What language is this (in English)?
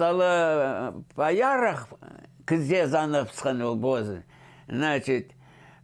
Khakas